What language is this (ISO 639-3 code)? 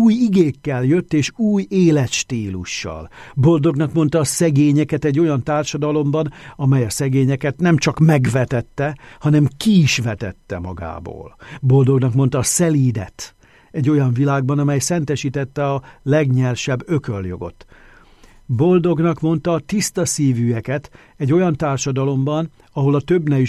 hun